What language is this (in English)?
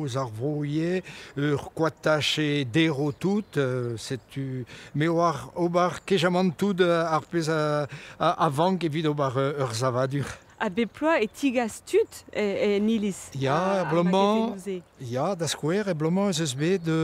Breton